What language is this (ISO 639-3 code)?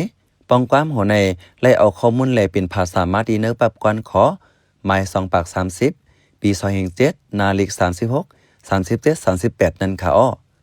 shn